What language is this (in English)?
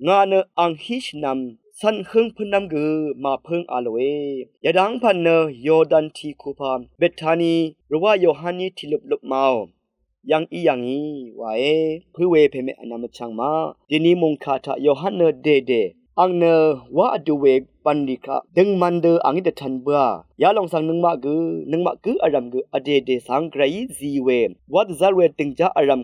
Rawang